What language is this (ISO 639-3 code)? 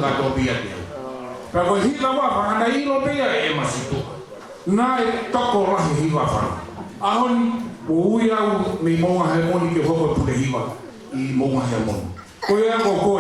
ton